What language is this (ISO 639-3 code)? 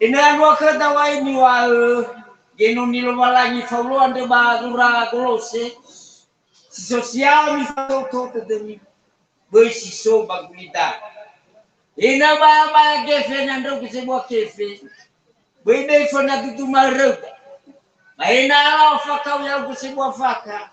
nia